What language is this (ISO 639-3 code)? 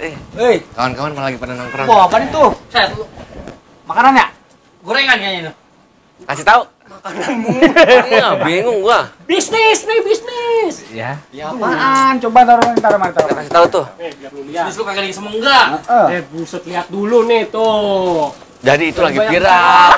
bew